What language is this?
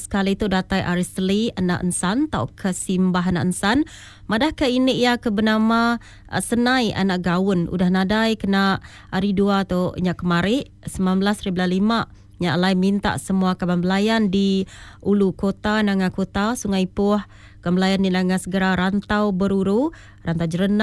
Iban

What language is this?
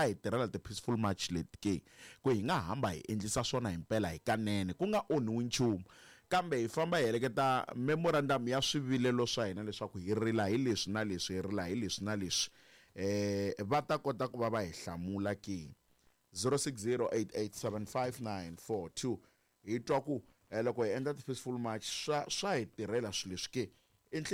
Tsonga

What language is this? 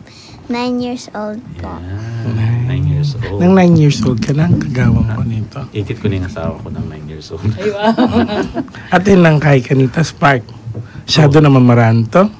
Pampanga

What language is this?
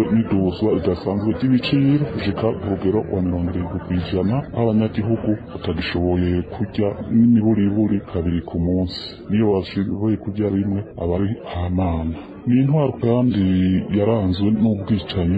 Rundi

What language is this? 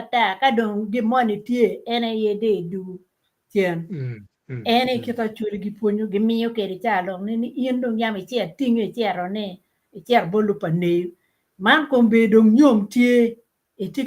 Acoli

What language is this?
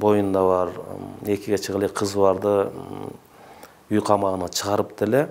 Kyrgyz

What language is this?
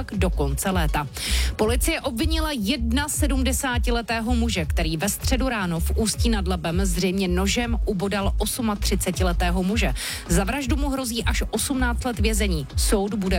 Czech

